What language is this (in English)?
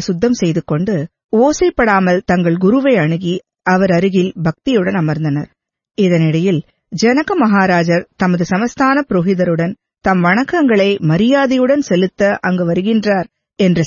Tamil